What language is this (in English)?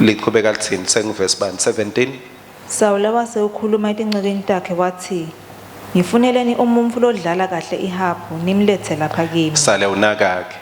Swati